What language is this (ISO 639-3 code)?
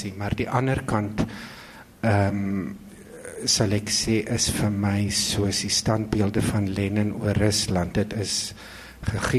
afr